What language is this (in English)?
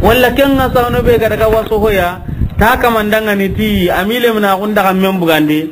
Soninke